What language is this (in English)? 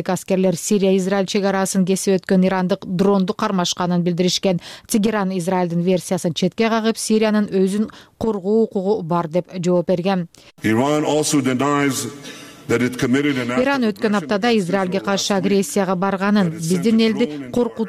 Kyrgyz